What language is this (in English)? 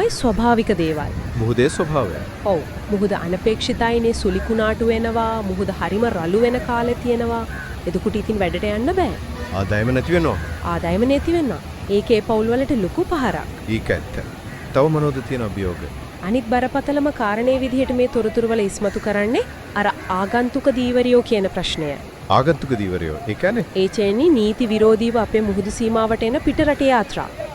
Sinhala